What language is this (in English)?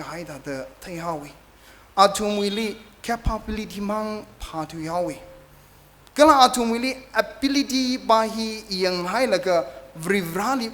Tangkhul Naga (India)